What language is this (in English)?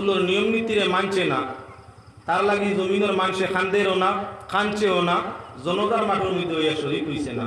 Sylheti